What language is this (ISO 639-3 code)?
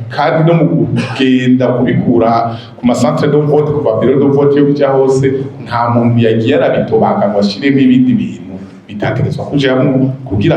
run